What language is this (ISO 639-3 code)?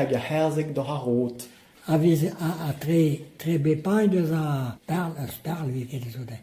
bre